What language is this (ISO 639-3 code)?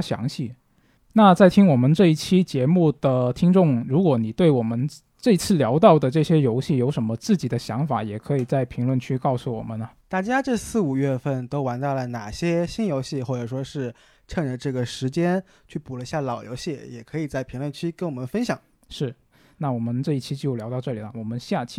zho